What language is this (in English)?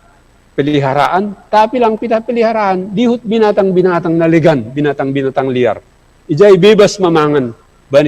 Batak Simalungun